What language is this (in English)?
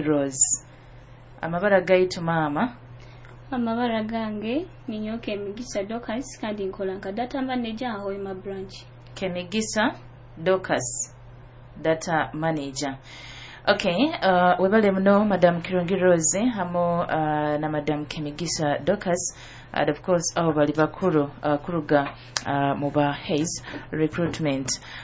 Nyoro